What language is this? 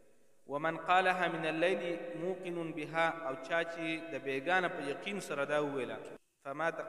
Pashto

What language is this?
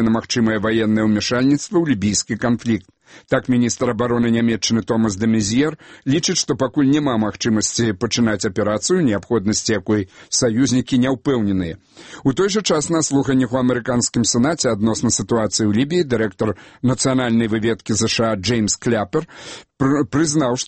Belarusian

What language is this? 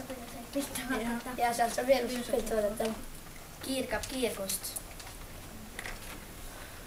Estonian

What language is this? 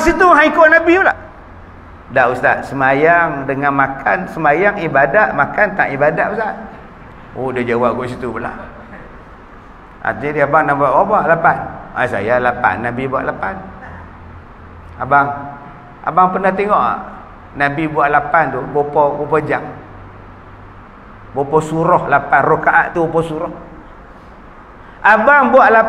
Malay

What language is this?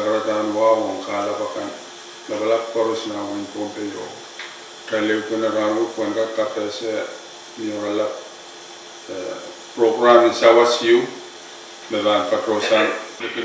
Pohnpeian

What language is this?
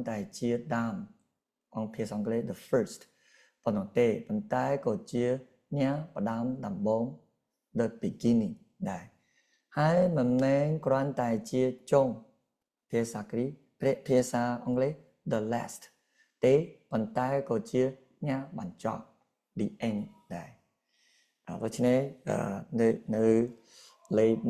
Khmer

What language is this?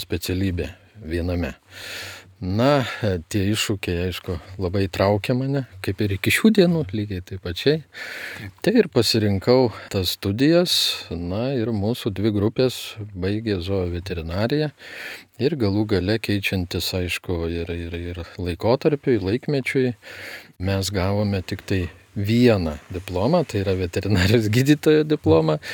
Lithuanian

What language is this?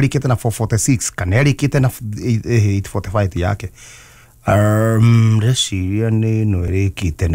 Kikuyu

